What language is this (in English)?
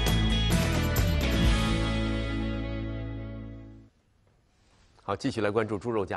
Chinese